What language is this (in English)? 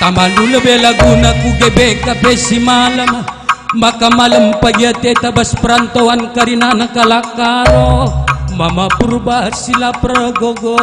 Batak Karo